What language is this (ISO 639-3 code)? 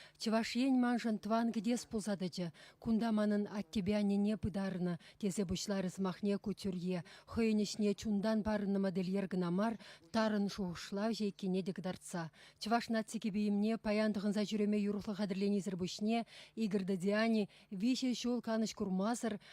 chv